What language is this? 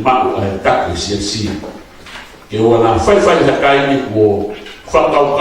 Tongan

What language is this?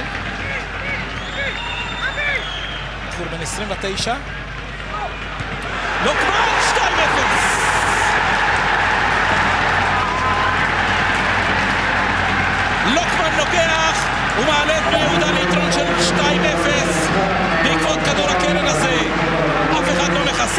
Hebrew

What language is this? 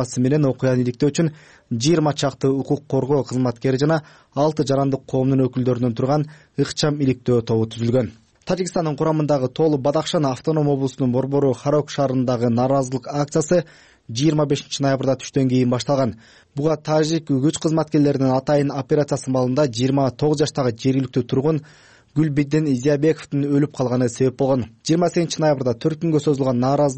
Kyrgyz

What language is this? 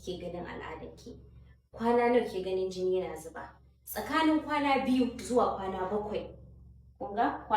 Hausa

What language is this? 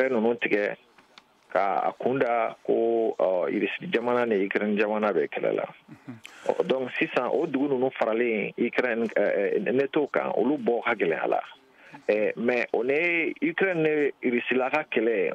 Bambara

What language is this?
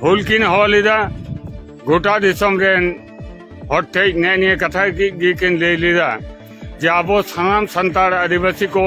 Santali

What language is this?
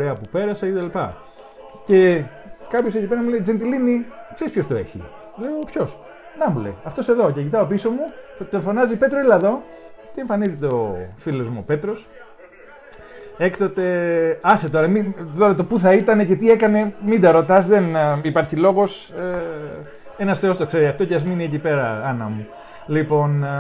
Greek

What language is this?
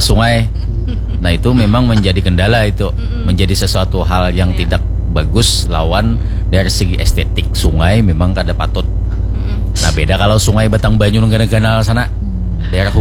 Banjar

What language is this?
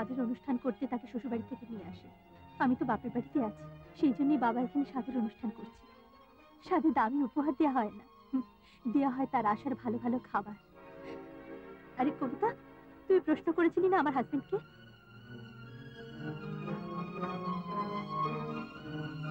Bangla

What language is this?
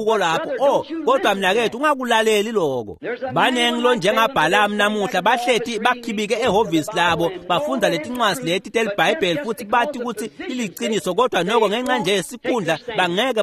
Swati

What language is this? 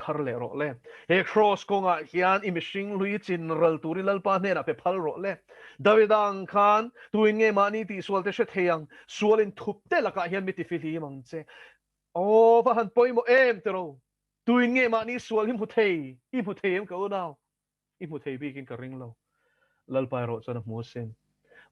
Mizo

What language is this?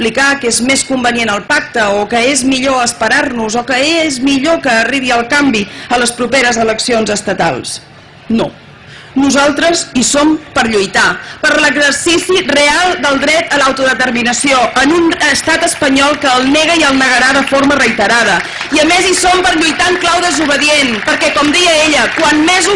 Catalan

